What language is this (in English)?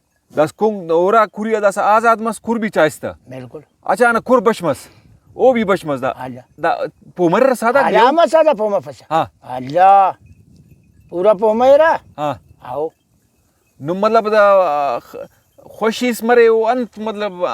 Brahui